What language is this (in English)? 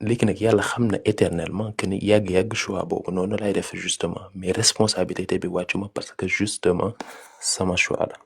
Wolof